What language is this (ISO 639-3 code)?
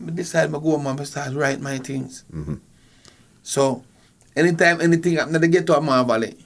jam